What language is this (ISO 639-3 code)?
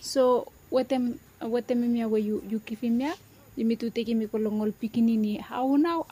bis